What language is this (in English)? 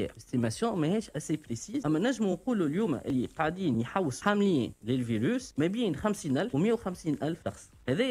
Tunisian Arabic